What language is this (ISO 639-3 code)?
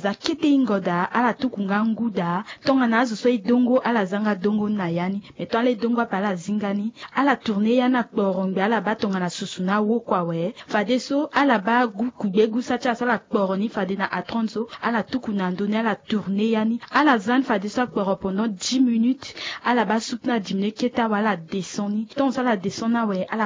sag